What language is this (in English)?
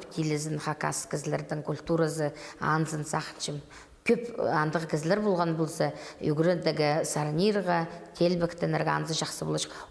Khakas